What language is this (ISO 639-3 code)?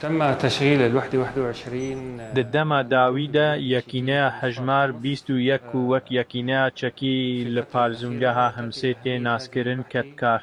kur